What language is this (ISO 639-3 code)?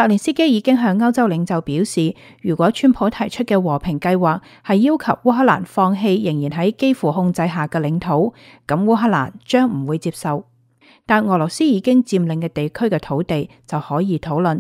yue